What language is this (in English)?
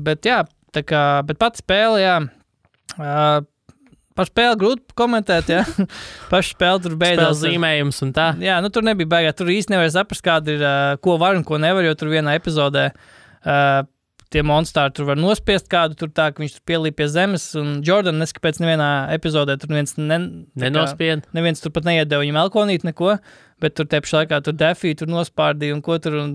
Latvian